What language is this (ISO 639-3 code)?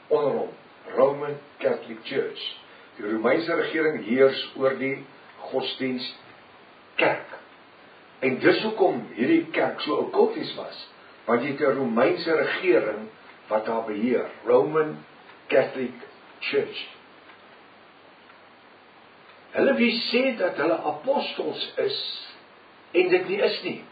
afr